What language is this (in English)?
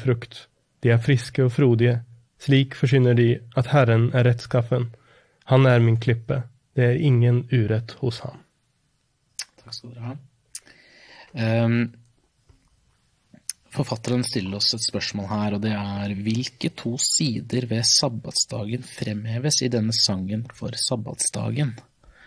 Norwegian